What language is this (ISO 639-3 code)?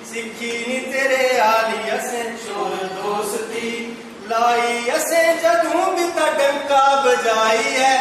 doi